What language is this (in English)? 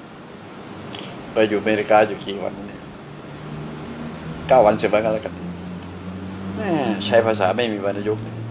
Thai